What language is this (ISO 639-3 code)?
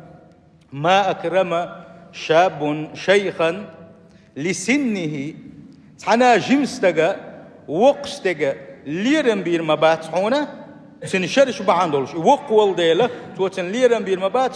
che